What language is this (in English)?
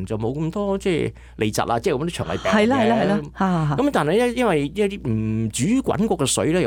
Cantonese